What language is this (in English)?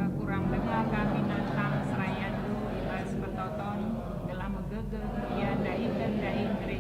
Batak Karo